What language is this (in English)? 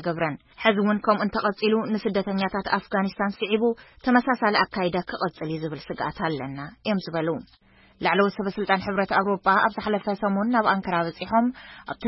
Tigrinya